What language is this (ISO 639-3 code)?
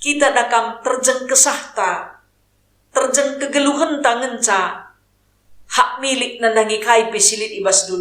btx